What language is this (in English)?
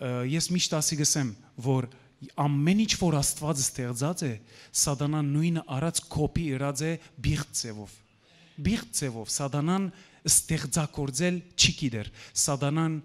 Western Armenian